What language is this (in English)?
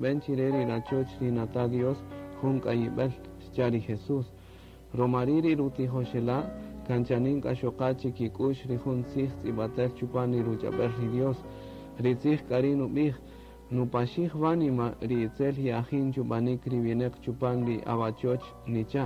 Kaqchikel